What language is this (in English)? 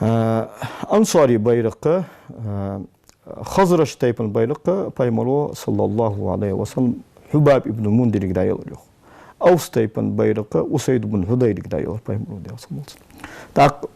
Ingush